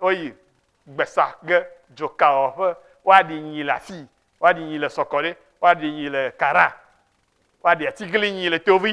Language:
Ewe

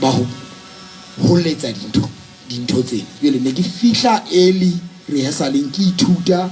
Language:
Southern Sotho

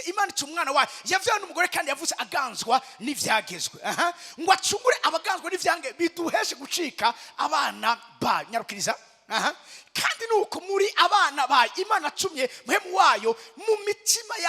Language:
Rundi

